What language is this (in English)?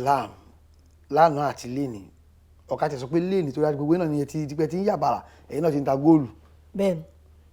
Yoruba